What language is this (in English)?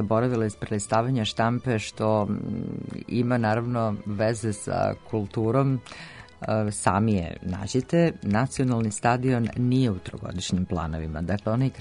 Serbian